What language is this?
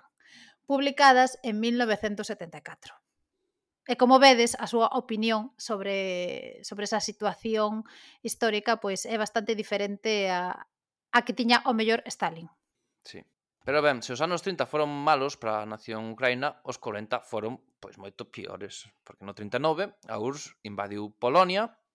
Galician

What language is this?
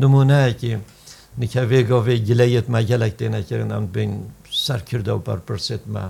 Kurdish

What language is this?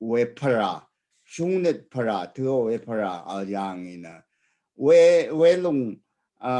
Rawang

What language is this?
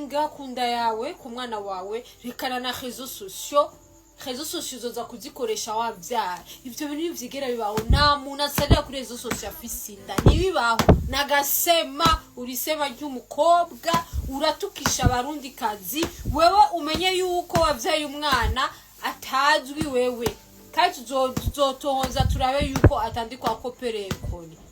Rundi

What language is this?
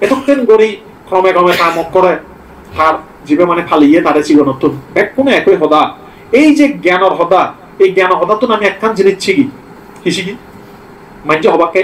Chakma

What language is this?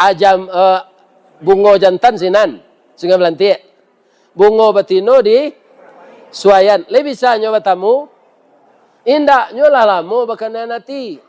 Minangkabau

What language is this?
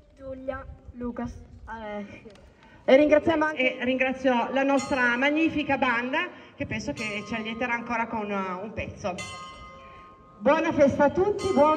Italian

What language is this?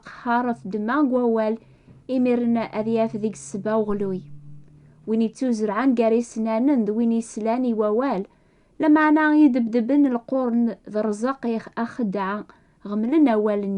Kabyle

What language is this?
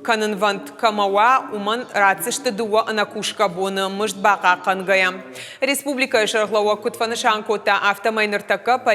Ossetic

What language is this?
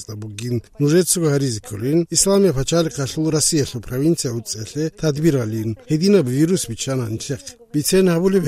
Avaric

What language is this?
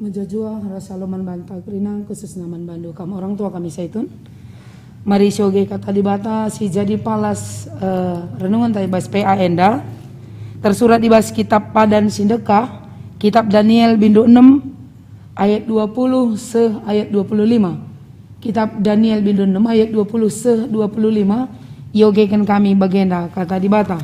Batak Karo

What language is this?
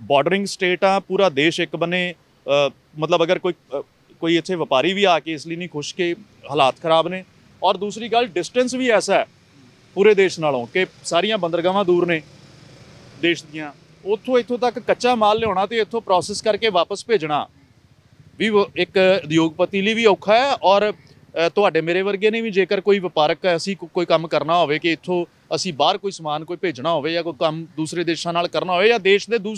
Punjabi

